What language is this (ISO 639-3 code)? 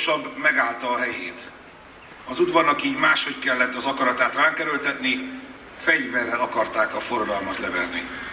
hun